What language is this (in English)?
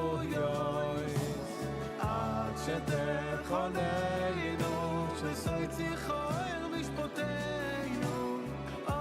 Yiddish